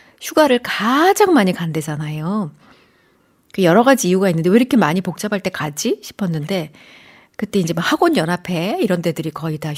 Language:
Korean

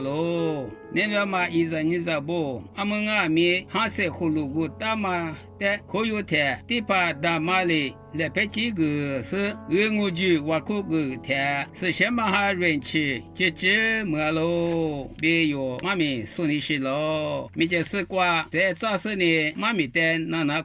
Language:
Lisu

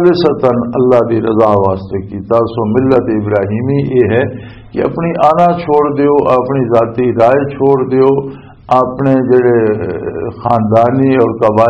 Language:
Western Panjabi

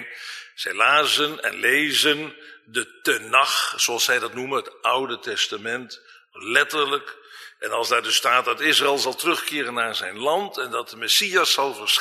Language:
Dutch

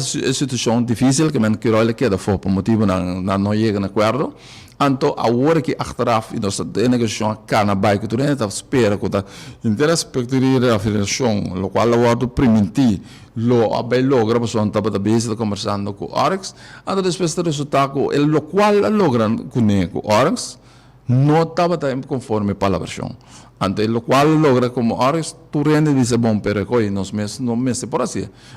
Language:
Papiamento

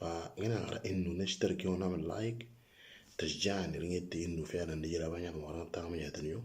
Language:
Moro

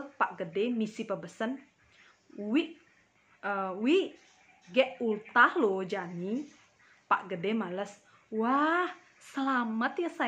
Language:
Balinese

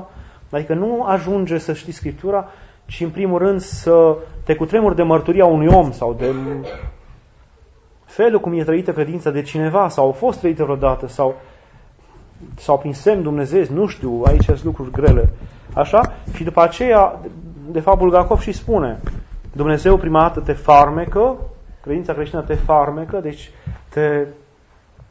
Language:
Romanian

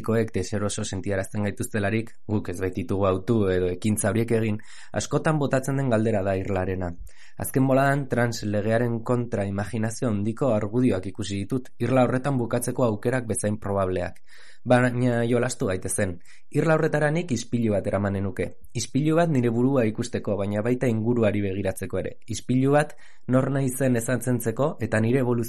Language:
Basque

